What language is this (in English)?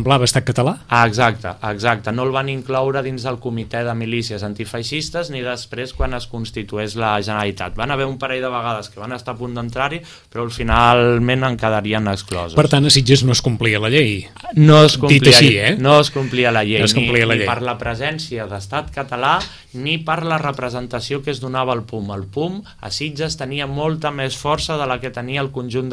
Catalan